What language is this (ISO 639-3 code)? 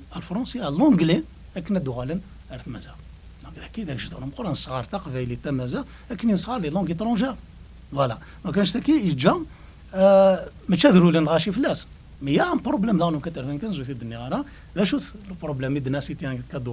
kab